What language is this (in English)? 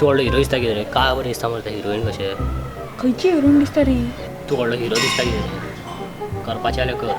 Konkani